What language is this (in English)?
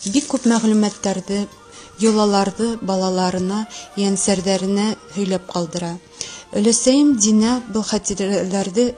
Bashkir